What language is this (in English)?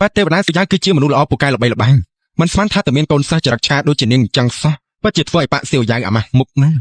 Khmer